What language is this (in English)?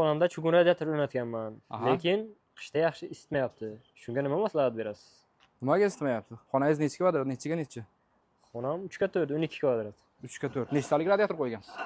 Uzbek